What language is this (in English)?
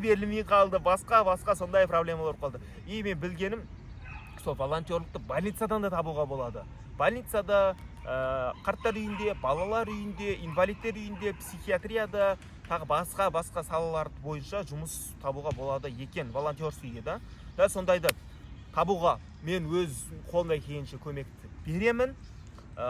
Kazakh